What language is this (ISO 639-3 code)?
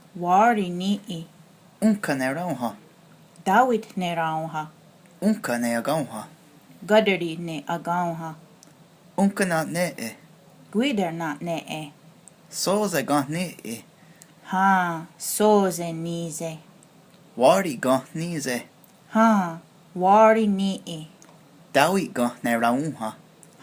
moh